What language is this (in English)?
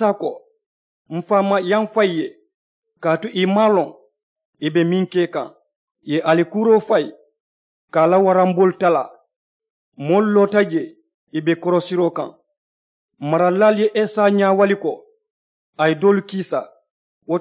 Mandingo